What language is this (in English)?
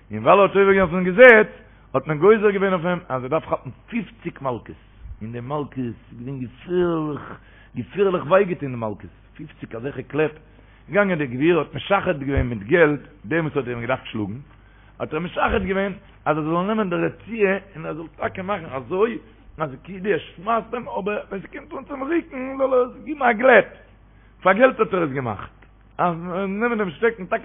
Yiddish